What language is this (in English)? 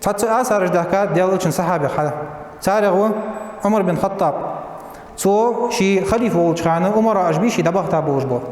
Ingush